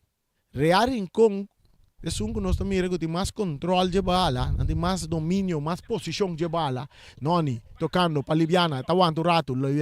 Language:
Papiamento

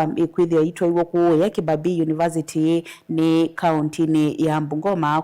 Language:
Kamba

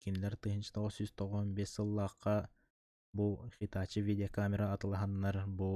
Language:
Yakut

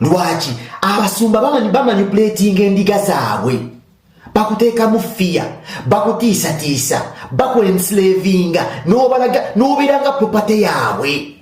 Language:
Ganda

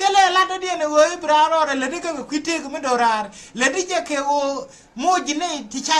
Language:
Nuer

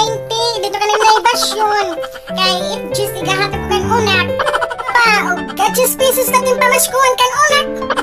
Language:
Waray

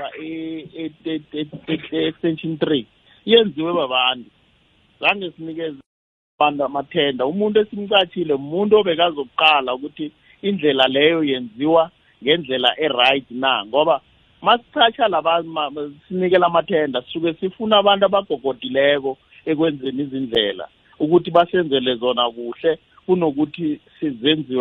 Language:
South Ndebele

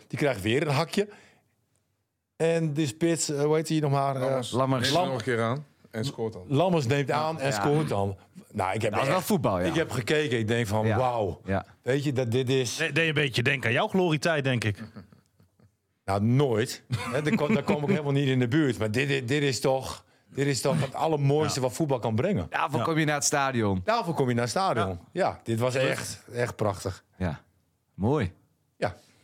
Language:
Dutch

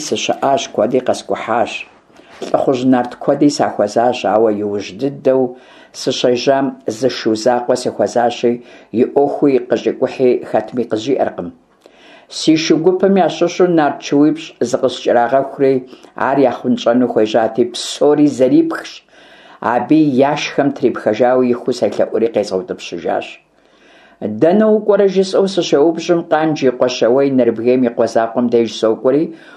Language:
Kabardian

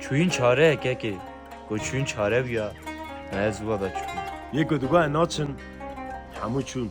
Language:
Kurdish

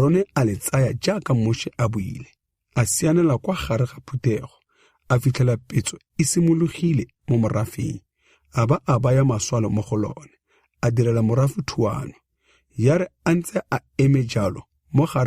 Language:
Tswana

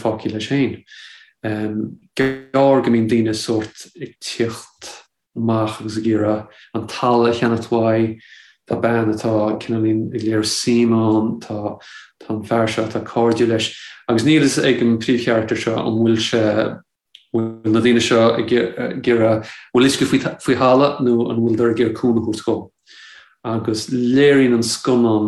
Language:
Irish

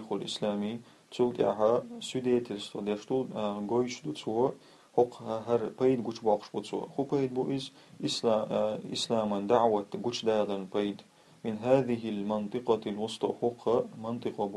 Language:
Chechen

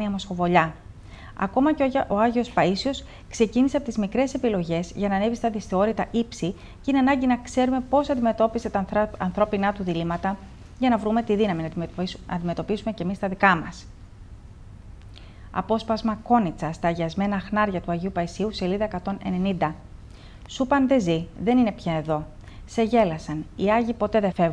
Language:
Greek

